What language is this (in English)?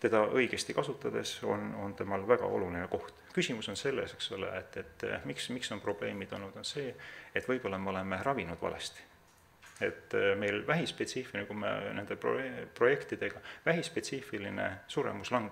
Estonian